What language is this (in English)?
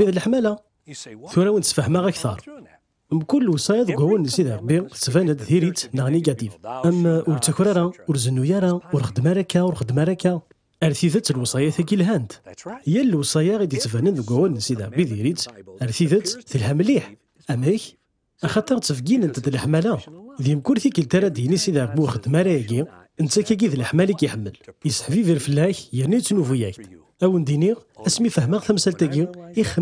Kabyle